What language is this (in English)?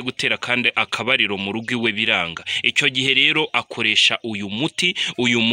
Kinyarwanda